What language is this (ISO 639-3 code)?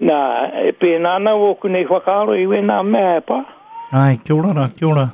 mri